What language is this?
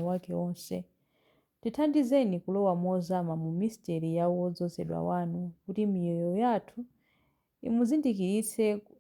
Nyanja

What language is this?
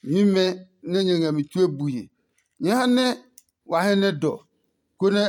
Adangme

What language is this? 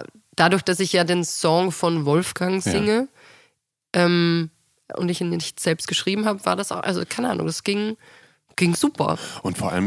German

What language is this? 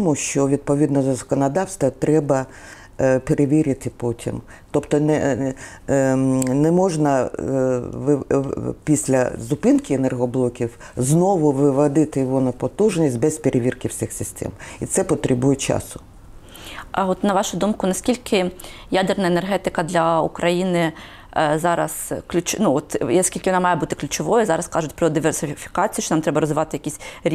Ukrainian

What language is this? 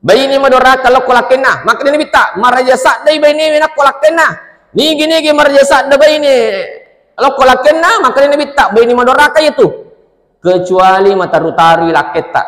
Buginese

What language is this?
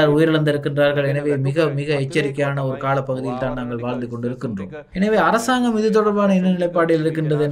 Tamil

